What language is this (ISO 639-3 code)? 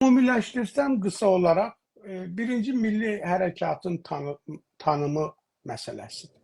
azb